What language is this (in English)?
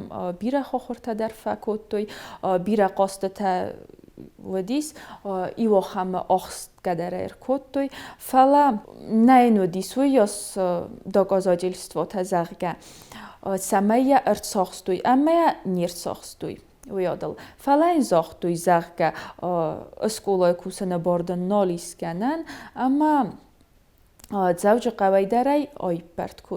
Ossetic